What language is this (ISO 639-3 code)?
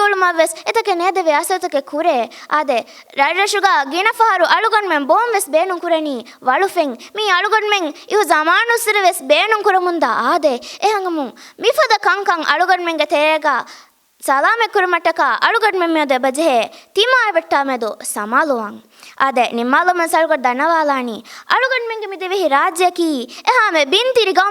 div